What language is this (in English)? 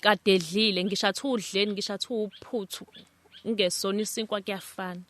Zulu